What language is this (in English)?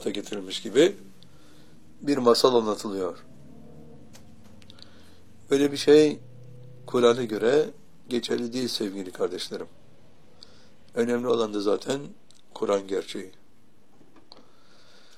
Turkish